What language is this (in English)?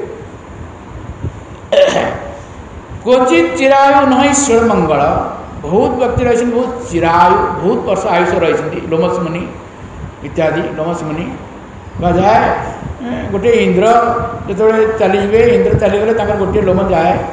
Odia